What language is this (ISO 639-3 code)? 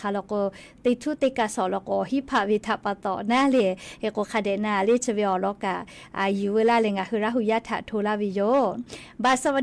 lhu